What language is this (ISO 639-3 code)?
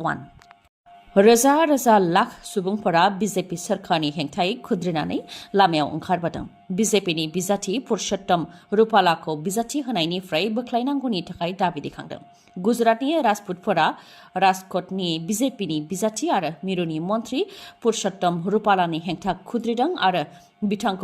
brx